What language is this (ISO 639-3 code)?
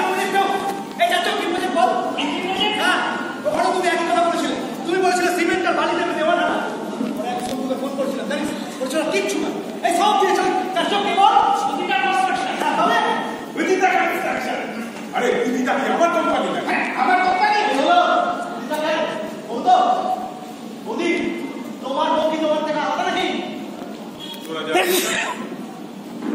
ben